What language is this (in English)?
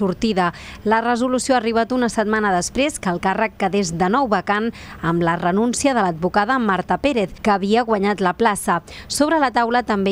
Catalan